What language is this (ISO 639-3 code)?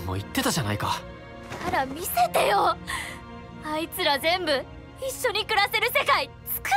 jpn